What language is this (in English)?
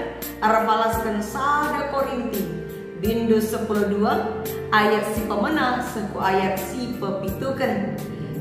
Batak Karo